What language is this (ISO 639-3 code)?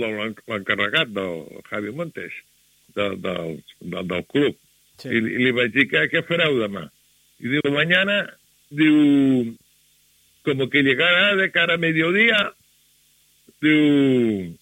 cat